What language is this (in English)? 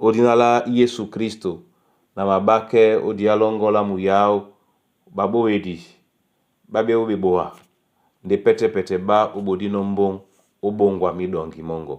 Duala